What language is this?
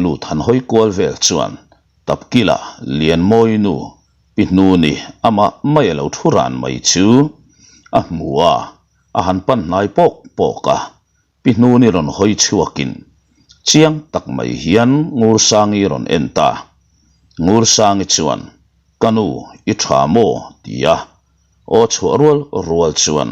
Mizo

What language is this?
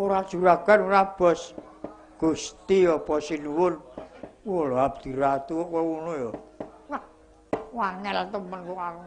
Javanese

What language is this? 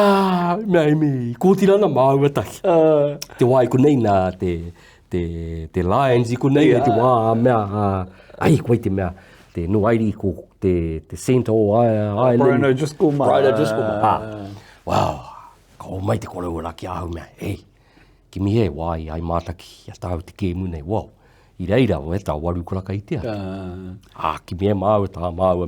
Māori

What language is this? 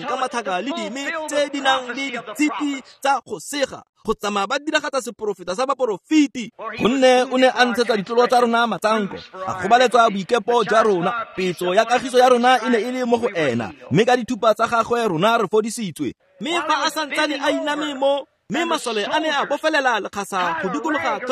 Tswana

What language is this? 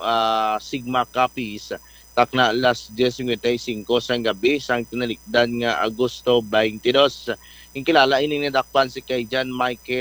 Hiligaynon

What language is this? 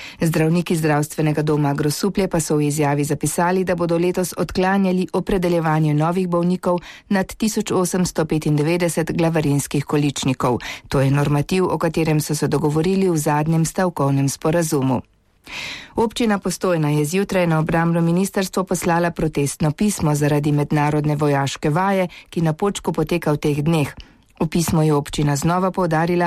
Slovenian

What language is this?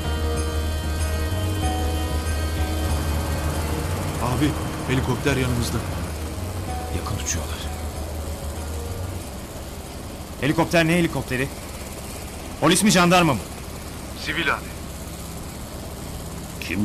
Turkish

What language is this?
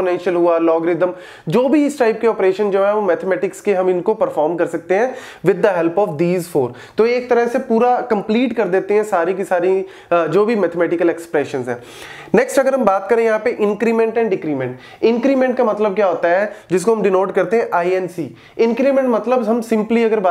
Hindi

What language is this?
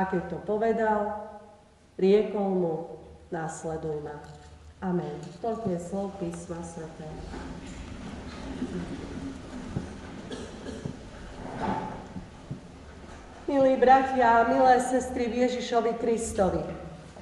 Slovak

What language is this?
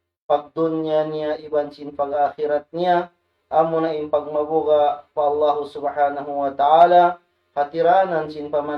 Tausug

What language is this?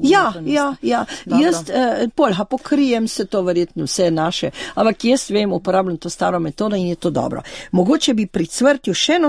Slovenian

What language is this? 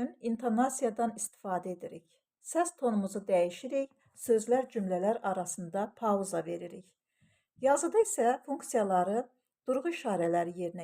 Azerbaijani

